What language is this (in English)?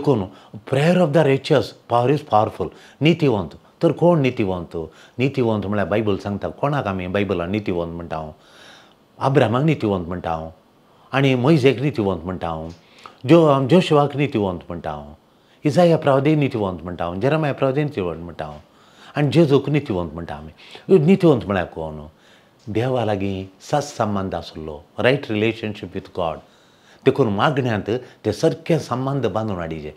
Konkani